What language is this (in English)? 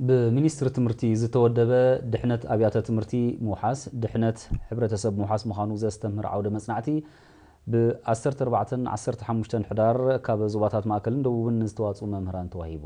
Tigrinya